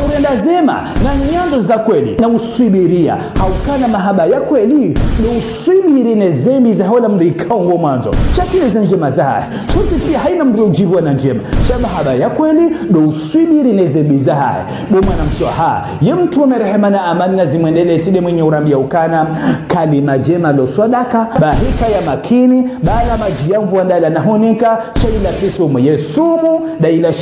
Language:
Ngazidja Comorian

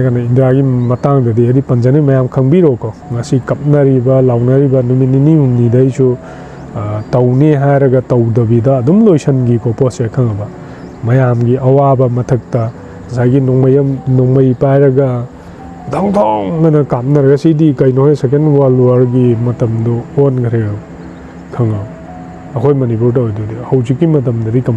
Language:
Manipuri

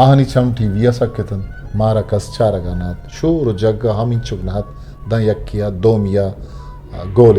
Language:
Eastern Balochi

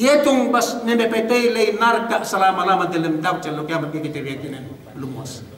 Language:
Yakan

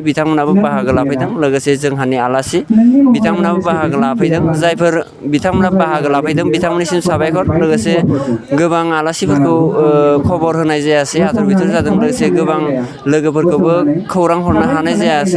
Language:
Bodo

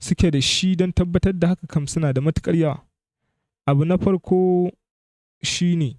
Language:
Hausa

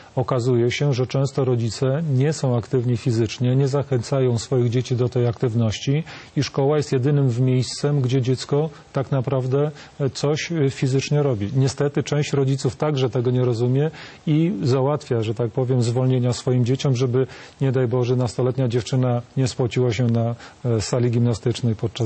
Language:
Polish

